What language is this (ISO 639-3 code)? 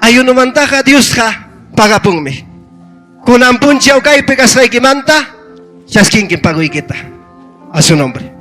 quy